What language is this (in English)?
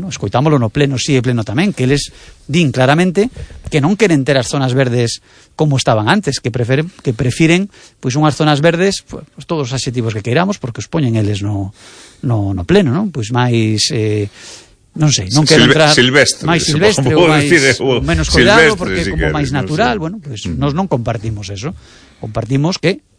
Galician